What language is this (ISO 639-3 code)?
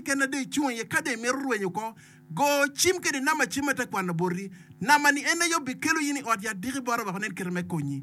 ach